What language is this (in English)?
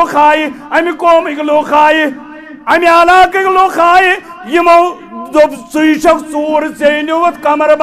Kashmiri